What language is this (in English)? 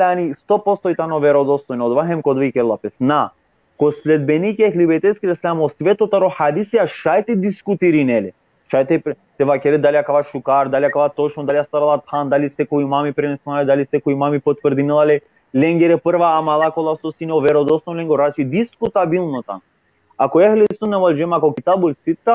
Balkan Romani